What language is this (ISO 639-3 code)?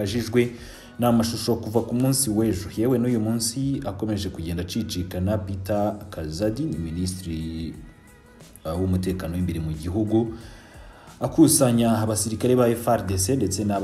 kin